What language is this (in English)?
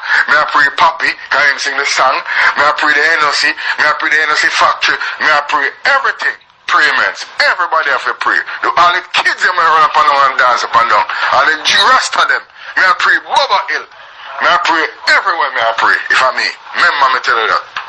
Jamaican Creole English